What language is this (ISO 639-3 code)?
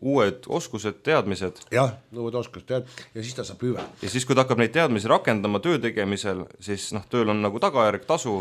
est